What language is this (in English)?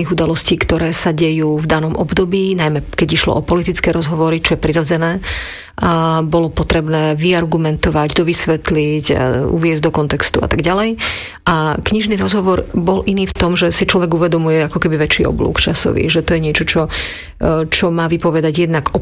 Slovak